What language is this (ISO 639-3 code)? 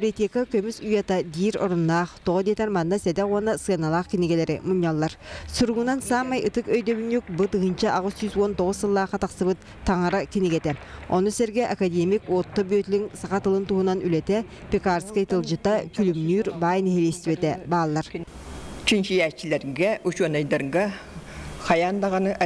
sah